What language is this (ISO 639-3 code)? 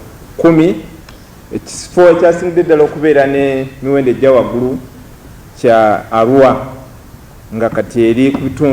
lug